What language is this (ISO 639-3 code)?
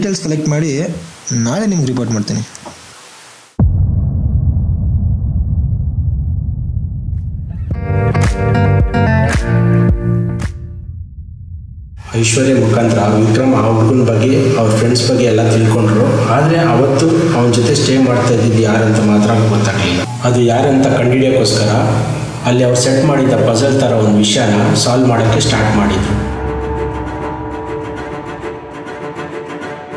kan